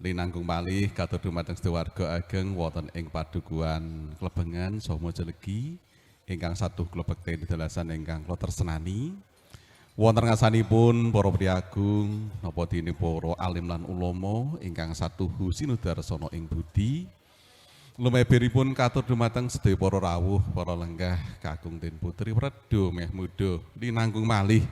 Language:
Javanese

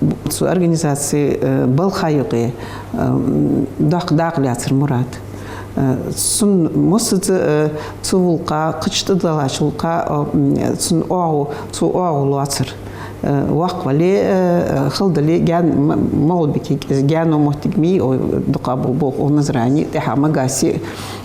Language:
Ingush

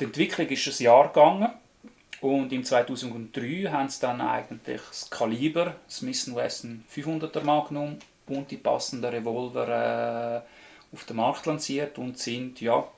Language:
Swiss German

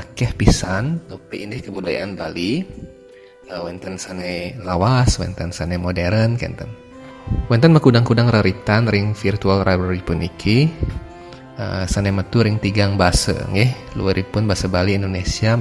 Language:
Balinese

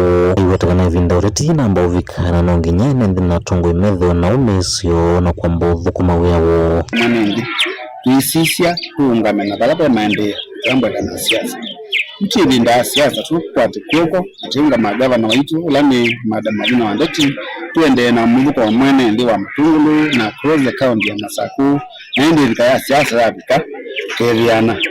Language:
Kamba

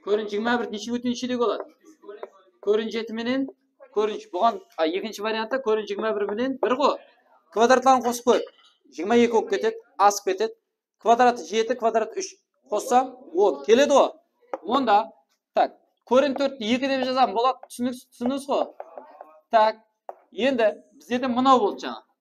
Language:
Kara-Kalpak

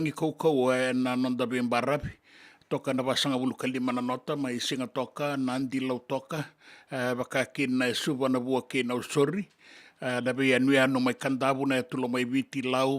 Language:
Fijian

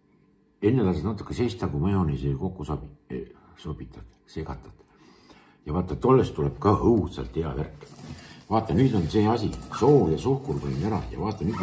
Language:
Estonian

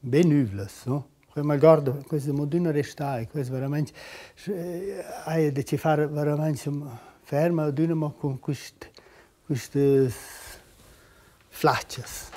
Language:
Romansh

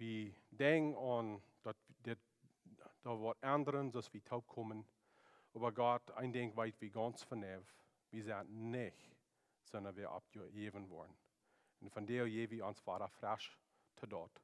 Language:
Plautdietsch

